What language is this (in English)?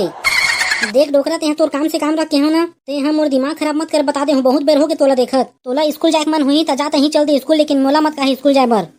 Chhattisgarhi